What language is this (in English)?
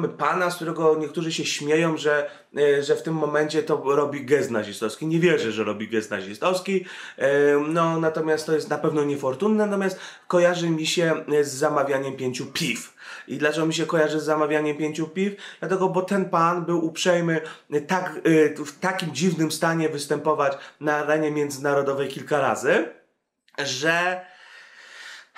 Polish